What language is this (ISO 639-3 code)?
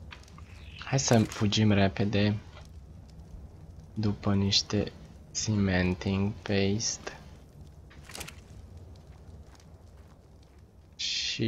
ron